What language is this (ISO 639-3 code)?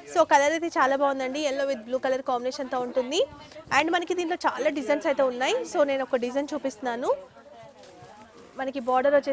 tel